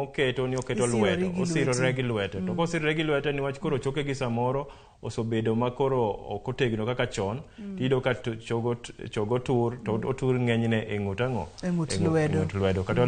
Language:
Luo (Kenya and Tanzania)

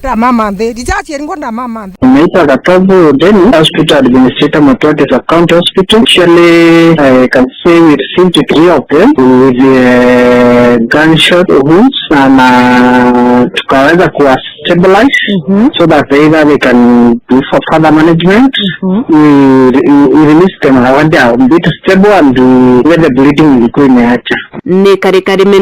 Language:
Meru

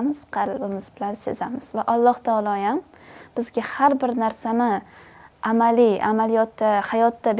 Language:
Uzbek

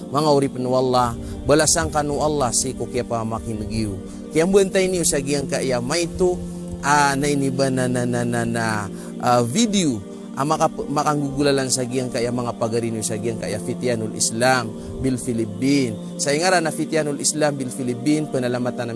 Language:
Maranao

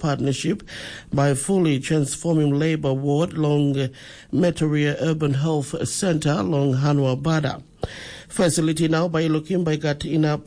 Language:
Tok Pisin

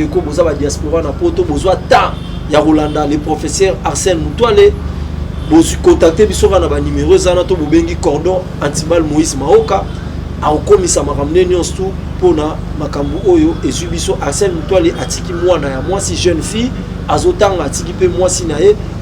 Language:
Lingala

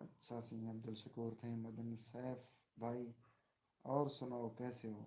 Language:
Saraiki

